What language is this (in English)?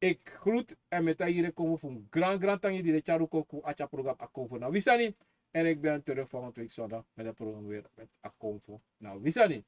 Sranan Tongo